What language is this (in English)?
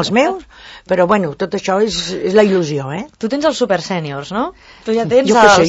Catalan